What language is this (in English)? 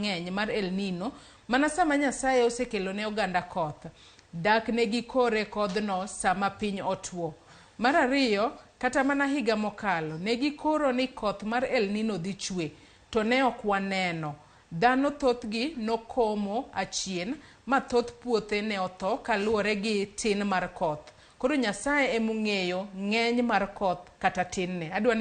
Luo (Kenya and Tanzania)